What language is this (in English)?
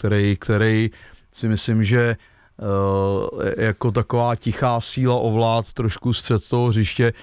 Czech